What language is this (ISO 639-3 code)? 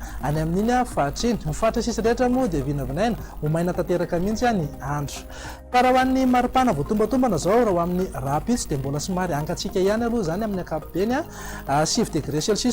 mlg